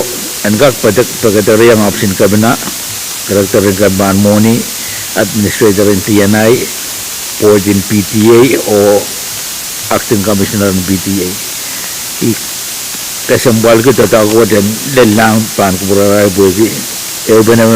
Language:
Pohnpeian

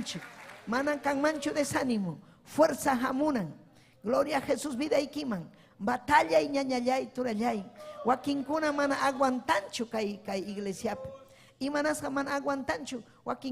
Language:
Ayacucho Quechua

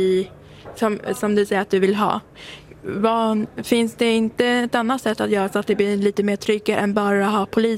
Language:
Swedish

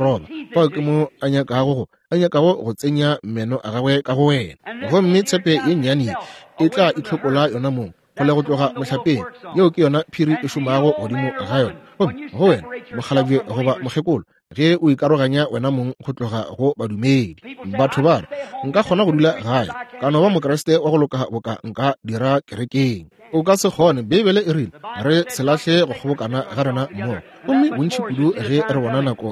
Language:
Northern Sotho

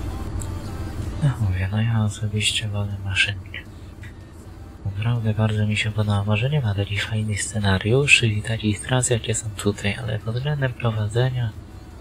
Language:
Polish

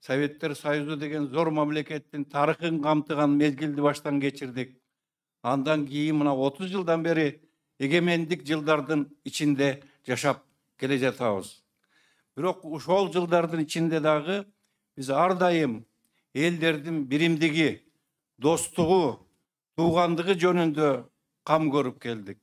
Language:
Tatar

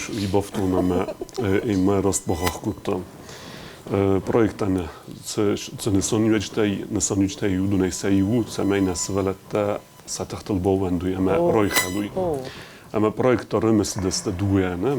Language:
Ossetic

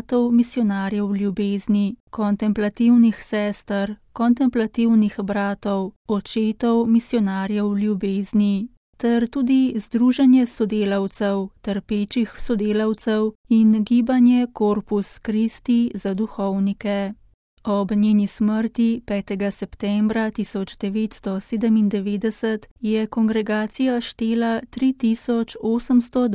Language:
Slovenian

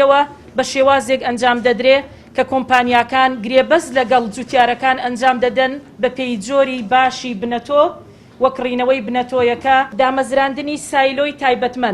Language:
Central Kurdish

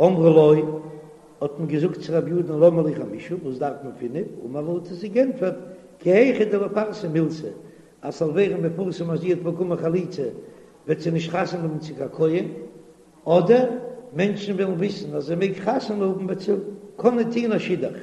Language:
Yiddish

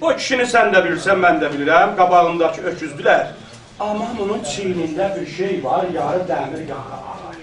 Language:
South Azerbaijani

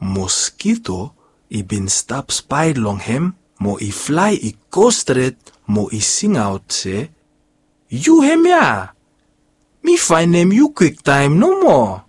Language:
Bislama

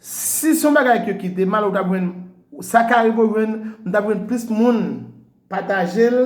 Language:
Haitian Creole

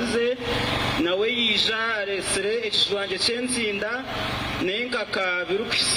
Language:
Nyankole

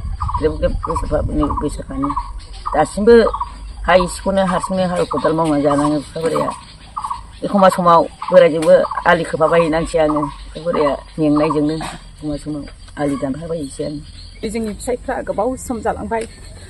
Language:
Bodo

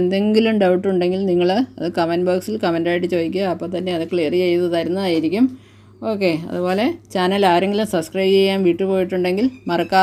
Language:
Malayalam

